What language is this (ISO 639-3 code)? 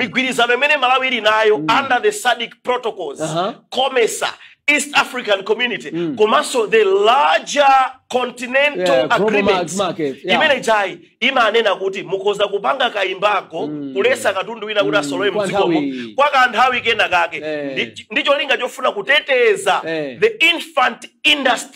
nya